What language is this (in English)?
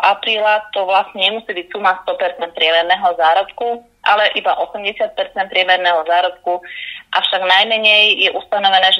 Slovak